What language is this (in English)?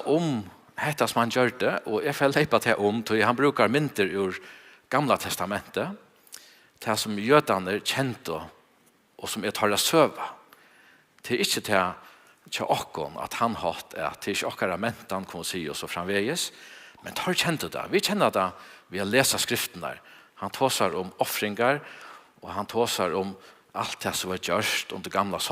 Faroese